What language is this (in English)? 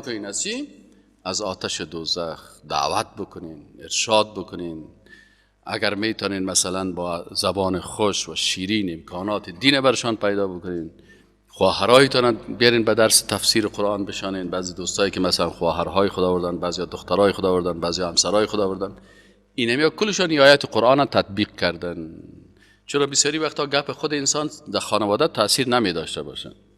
Persian